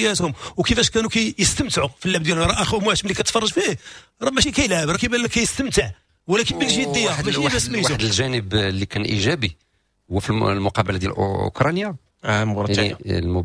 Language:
Moroccan Arabic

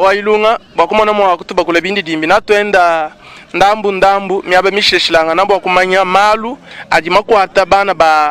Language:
Luba-Lulua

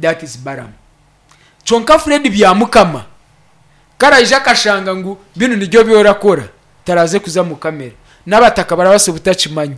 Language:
Nyankole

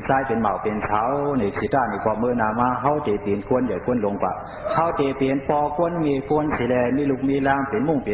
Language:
Shan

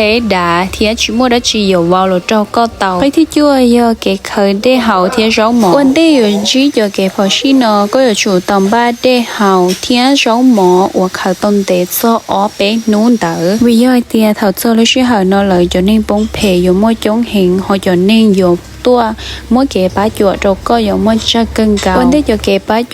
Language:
Hmong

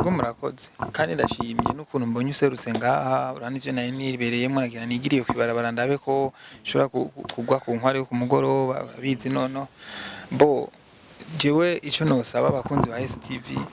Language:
Rundi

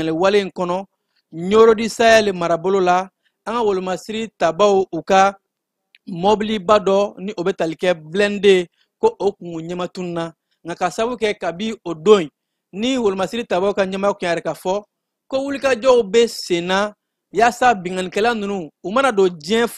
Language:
Bambara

